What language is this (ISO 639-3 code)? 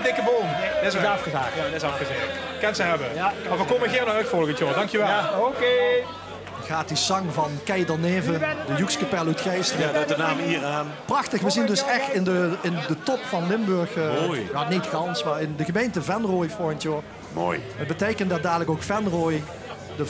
lim